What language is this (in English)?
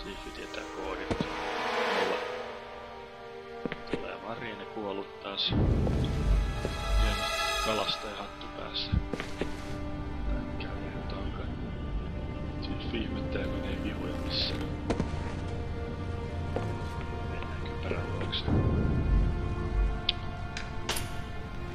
Finnish